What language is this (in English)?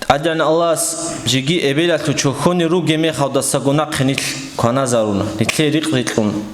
Avaric